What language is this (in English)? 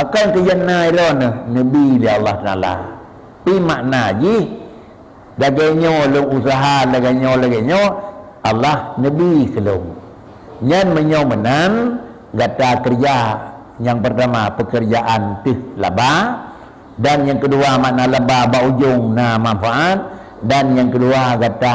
Achinese